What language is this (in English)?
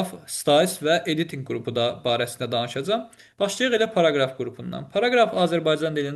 Azerbaijani